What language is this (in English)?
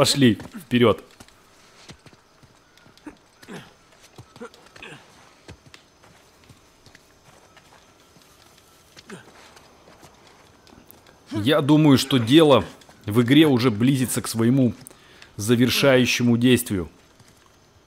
Russian